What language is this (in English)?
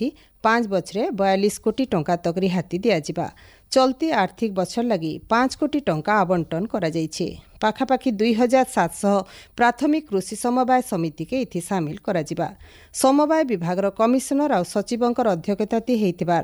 Odia